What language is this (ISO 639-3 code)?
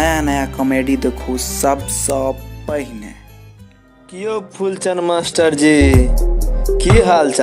mai